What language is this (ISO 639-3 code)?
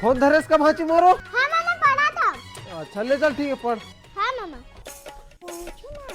hne